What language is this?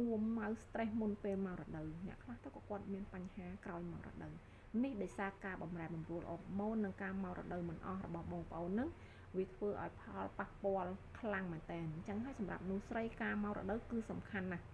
Khmer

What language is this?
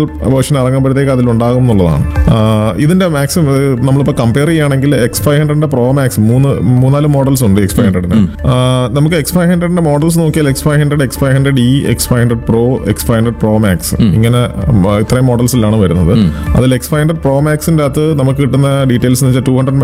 Malayalam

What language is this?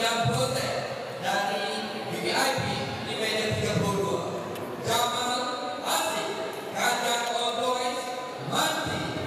Malay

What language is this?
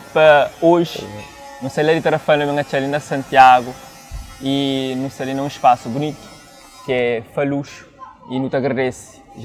Kabuverdianu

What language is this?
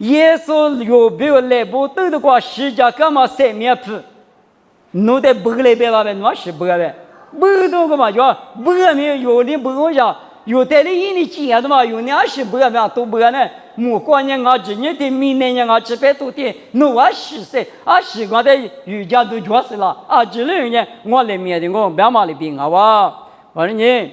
Lisu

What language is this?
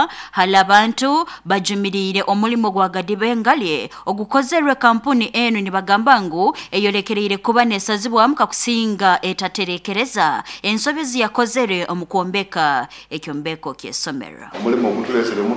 Nyoro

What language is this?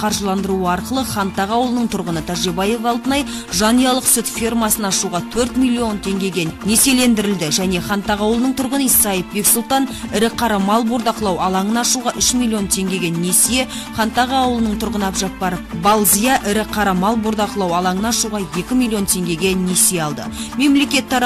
Kazakh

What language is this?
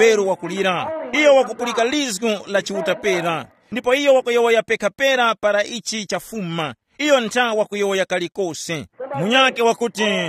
Tumbuka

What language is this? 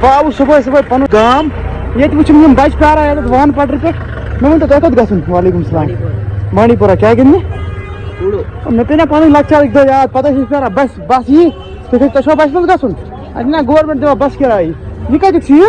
Kashmiri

